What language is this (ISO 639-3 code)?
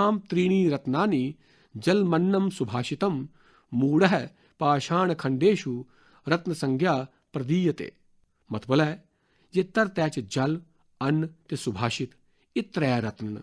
doi